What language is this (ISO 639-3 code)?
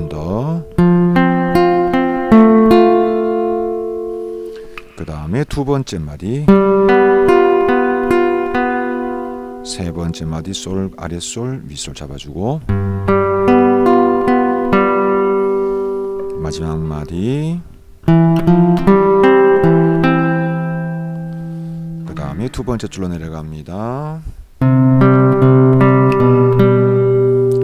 kor